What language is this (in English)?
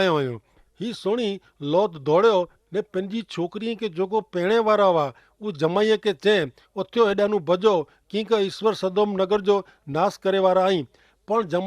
Kachhi